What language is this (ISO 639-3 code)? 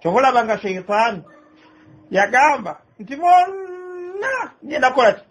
lug